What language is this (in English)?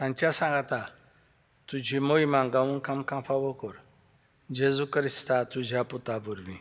Konkani